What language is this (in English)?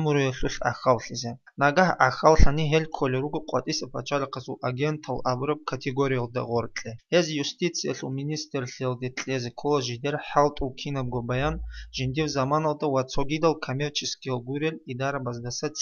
Avaric